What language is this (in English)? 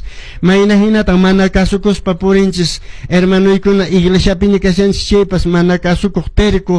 Quechua